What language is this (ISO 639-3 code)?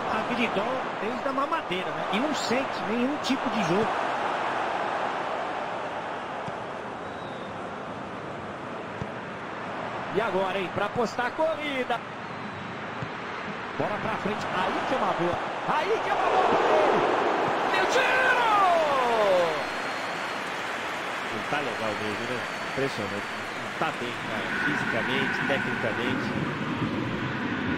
por